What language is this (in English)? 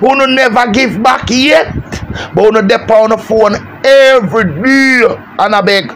Jamaican Creole English